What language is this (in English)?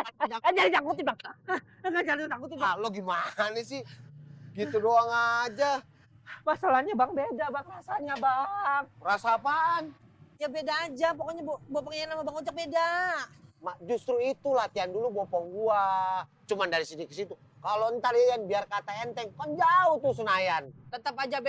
Betawi